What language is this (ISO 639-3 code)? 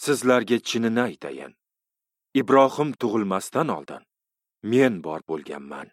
uzb